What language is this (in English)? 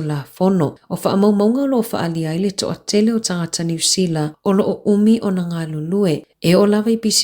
Samoan